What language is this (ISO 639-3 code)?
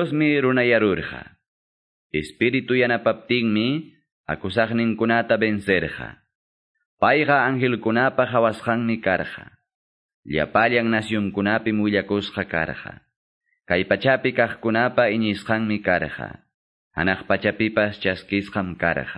que